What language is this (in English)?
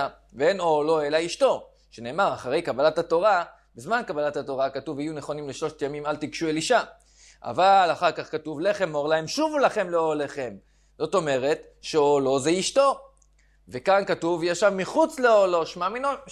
Hebrew